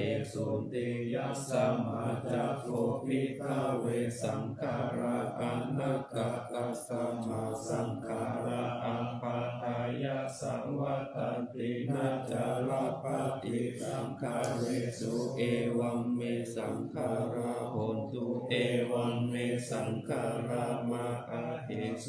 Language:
Pali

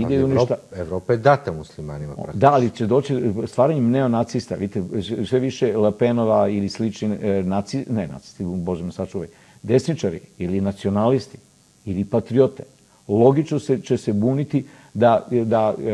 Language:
Serbian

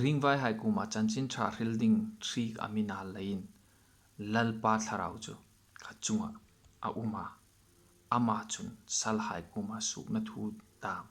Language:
Hmar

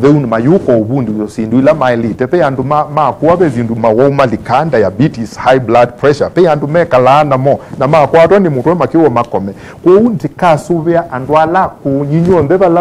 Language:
Kamba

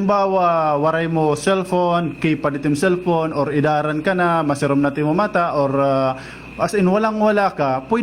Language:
Waray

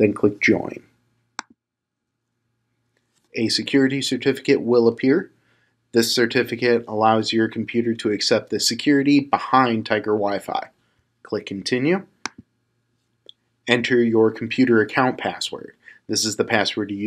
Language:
English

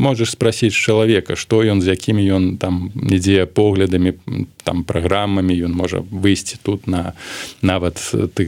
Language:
Belarusian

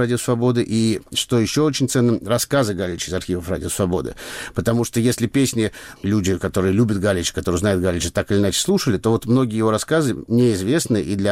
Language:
Russian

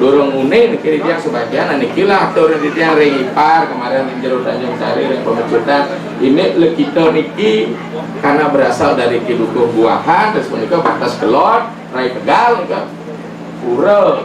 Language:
Balinese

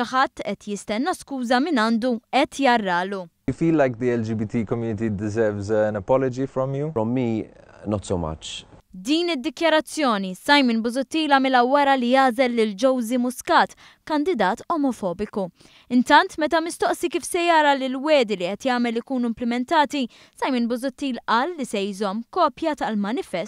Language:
Maltese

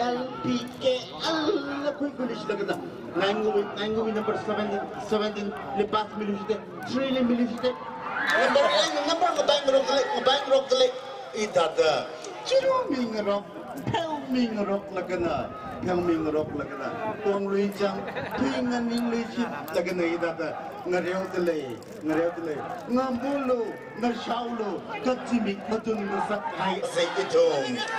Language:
Tangkhul Naga (India)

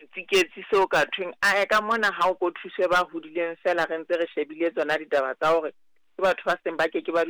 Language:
Southern Sotho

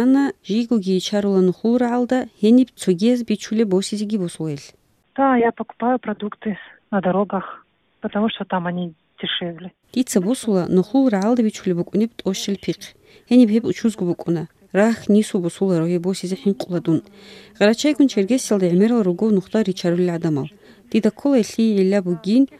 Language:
Avaric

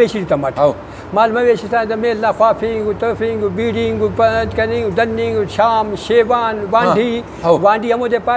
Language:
Brahui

